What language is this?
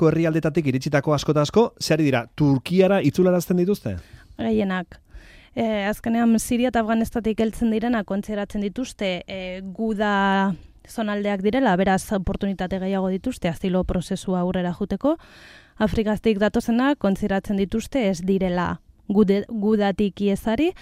Basque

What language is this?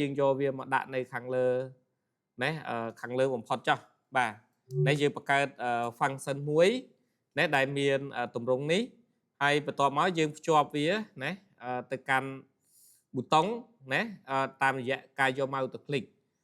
Khmer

